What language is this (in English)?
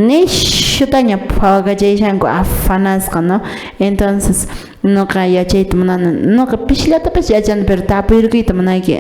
Quechua